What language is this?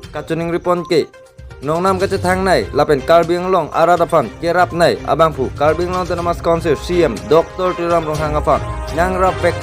Karbi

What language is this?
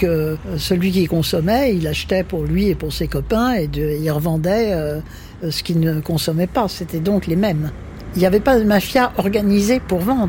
French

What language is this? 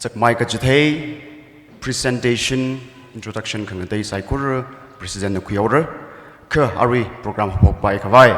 Tangkhul Naga (India)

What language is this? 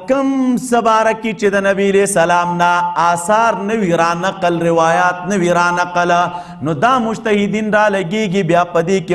Pashto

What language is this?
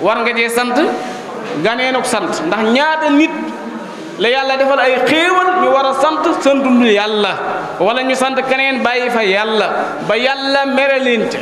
Wolof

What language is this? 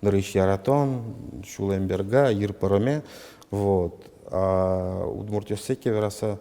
Udmurt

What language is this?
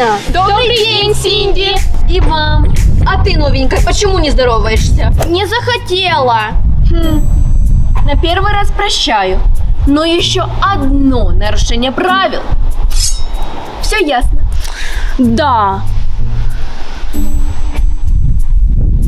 Russian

